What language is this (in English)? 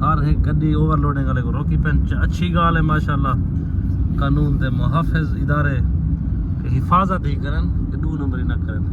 Saraiki